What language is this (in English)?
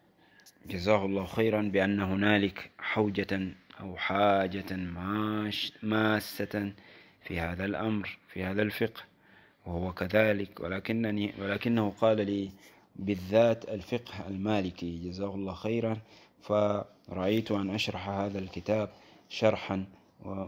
Arabic